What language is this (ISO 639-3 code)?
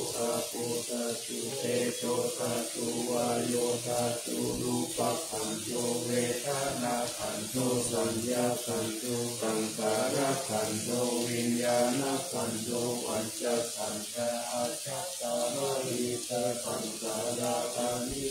pli